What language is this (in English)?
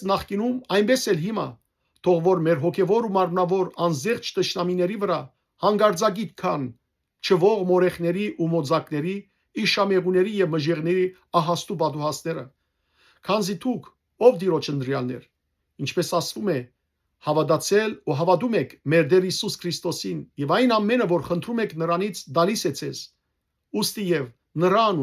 Western Armenian